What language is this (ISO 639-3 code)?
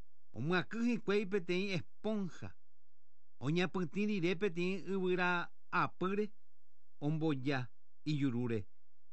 grn